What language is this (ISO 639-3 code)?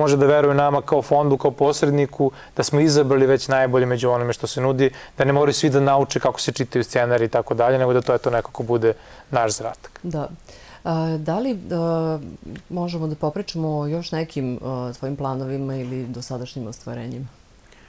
srp